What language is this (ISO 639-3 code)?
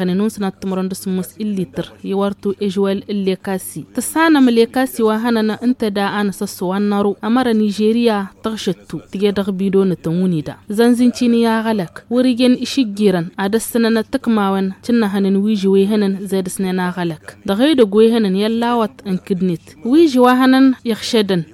taq